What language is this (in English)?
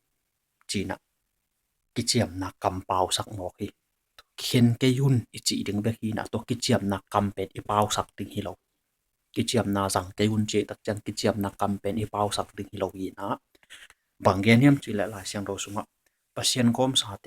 Tedim Chin